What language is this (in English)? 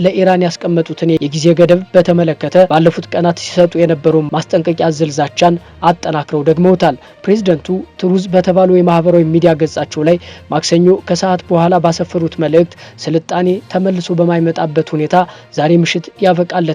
Amharic